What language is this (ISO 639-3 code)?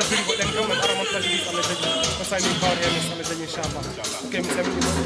ful